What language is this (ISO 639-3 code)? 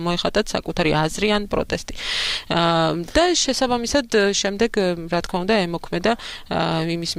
kat